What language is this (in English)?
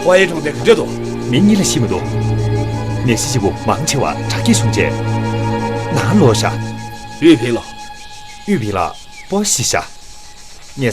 Tibetan